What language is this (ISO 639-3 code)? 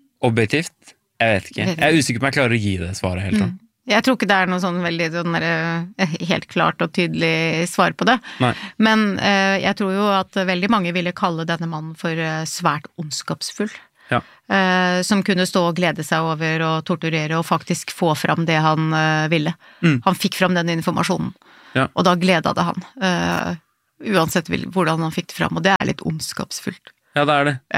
nor